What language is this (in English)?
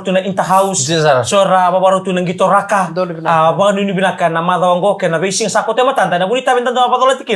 Fijian